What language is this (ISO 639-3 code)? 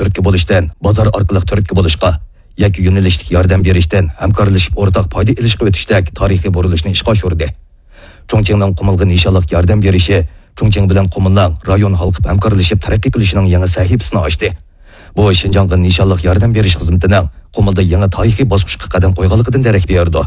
uig